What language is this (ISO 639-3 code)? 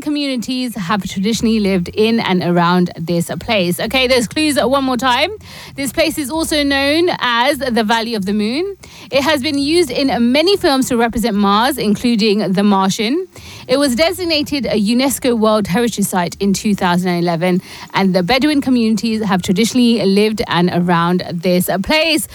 eng